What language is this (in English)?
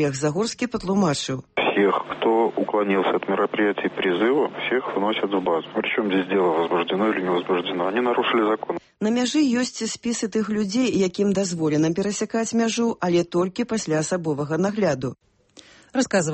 Belarusian